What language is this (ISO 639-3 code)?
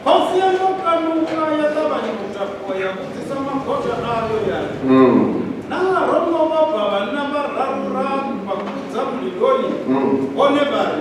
ven